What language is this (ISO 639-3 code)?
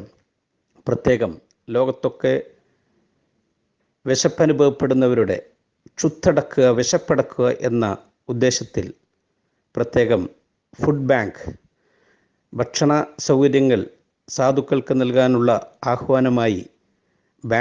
mal